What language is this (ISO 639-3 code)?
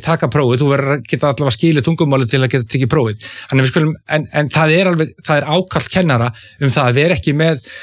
isl